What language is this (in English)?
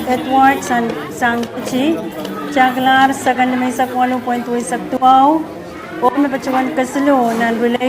Pohnpeian